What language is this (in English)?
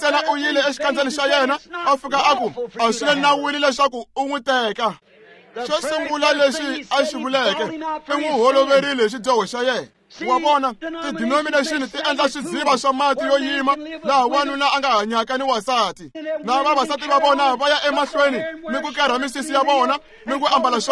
Tsonga